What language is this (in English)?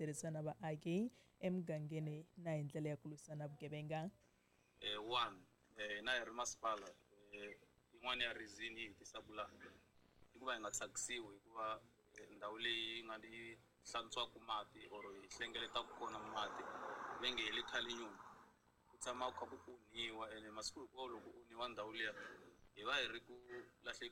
Tsonga